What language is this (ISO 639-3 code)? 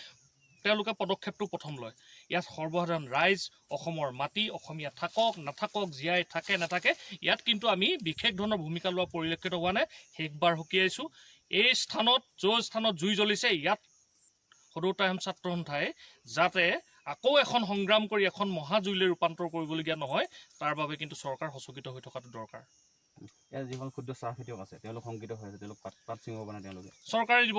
asm